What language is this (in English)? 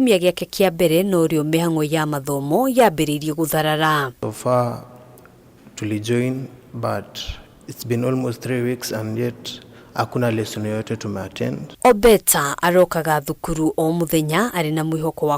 Kikuyu